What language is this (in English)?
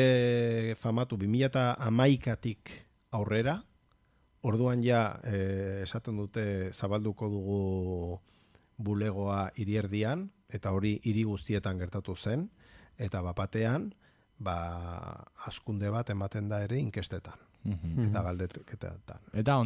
Basque